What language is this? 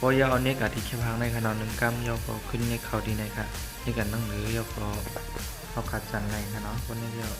Shan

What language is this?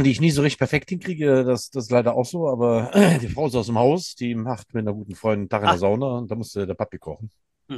German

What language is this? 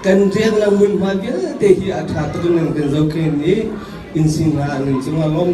Hakha Chin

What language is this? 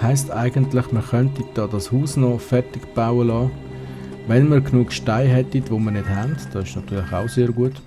Swiss German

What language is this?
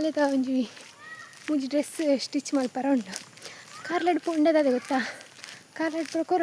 Tulu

